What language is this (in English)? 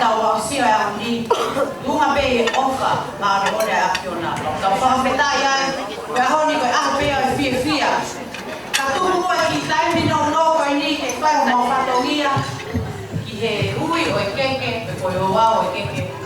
Tongan